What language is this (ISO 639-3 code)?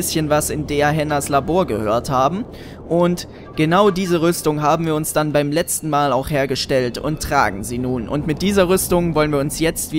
deu